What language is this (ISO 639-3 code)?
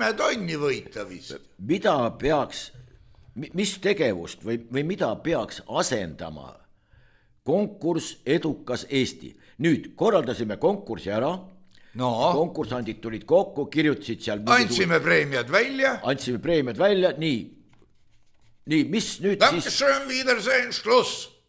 est